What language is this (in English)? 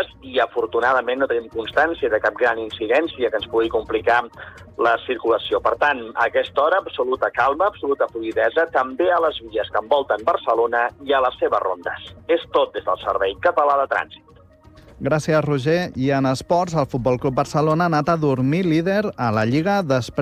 Catalan